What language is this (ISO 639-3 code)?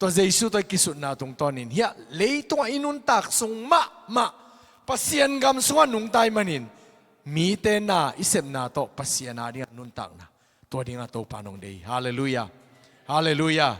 ctd